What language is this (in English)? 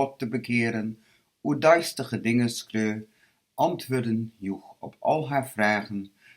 Western Frisian